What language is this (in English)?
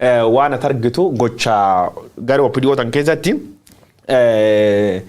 Oromo